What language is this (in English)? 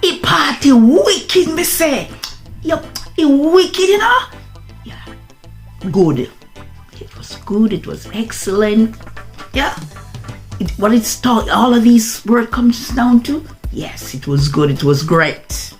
Jamaican Creole English